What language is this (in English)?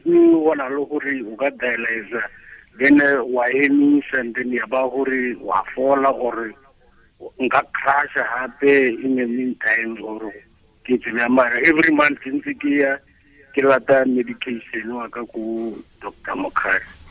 Tswana